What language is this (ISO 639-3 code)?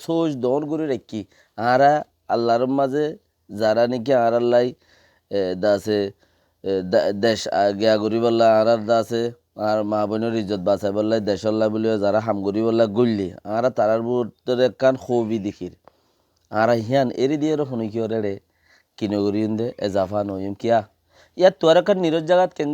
rhg